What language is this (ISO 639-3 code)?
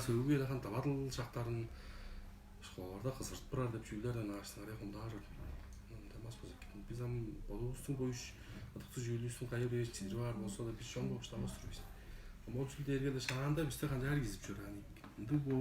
tyv